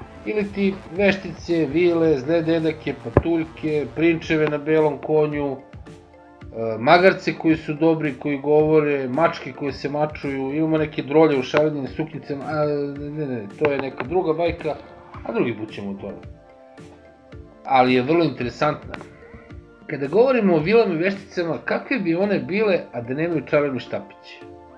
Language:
Serbian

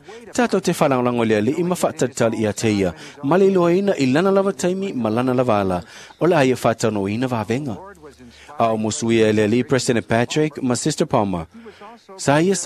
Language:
Samoan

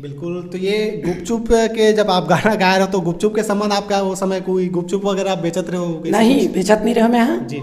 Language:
Chhattisgarhi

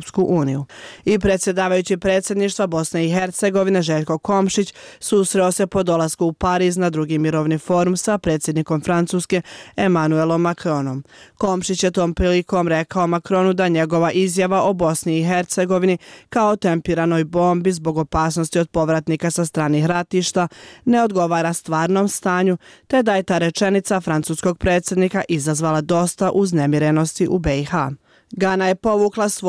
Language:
Bosnian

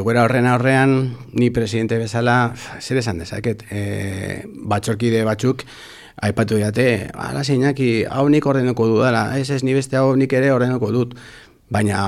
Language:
Basque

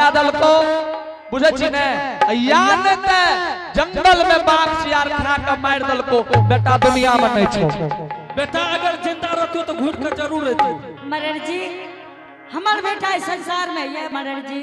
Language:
Angika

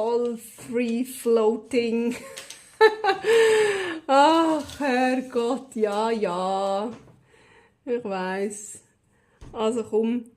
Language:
Swiss German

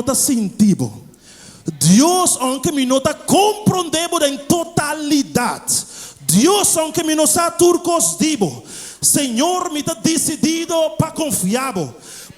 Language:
Papiamento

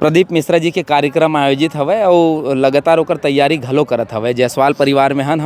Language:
Chhattisgarhi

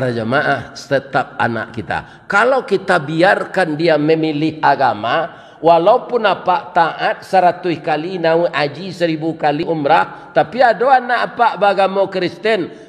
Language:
Minangkabau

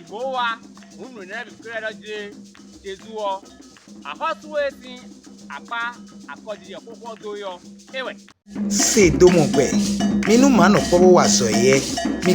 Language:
Fon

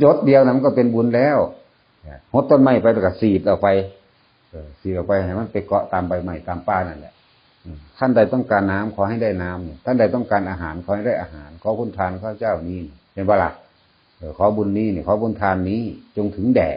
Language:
Northeastern Thai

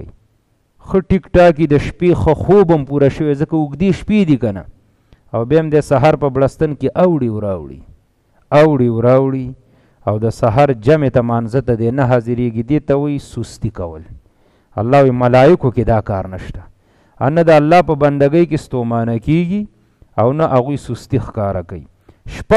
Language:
Pashto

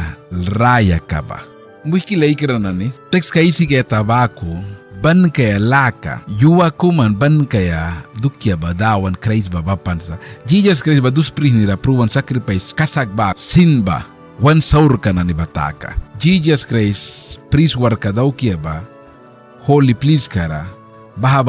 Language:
Mískito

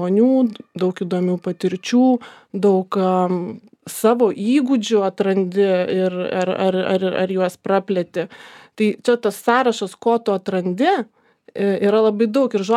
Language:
Lithuanian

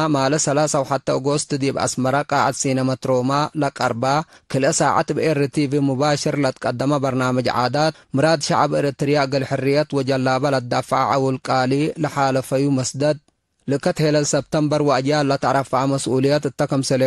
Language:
Tigre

